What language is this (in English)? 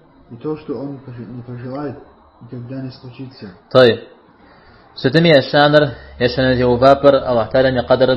Kabardian